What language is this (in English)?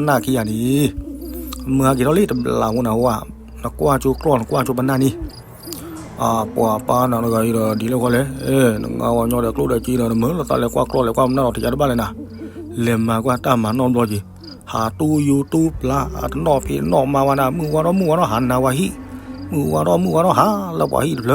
S'gaw Karen